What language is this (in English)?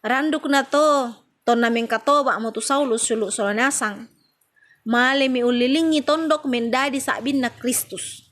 Toraja-Sa'dan